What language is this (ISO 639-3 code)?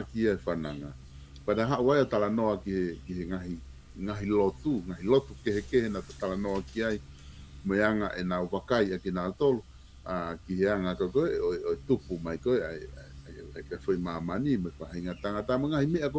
ton